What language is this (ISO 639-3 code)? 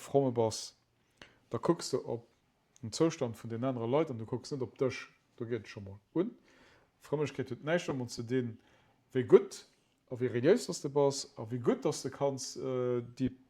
ltz